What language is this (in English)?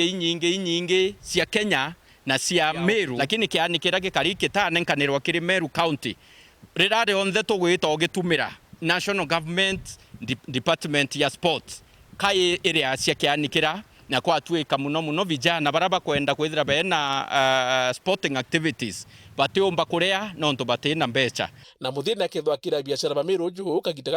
Meru